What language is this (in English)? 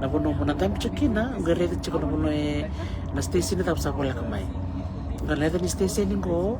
Fijian